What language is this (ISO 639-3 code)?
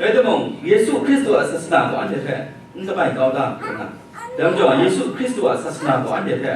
kac